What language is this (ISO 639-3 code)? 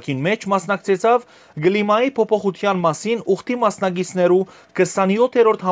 hyw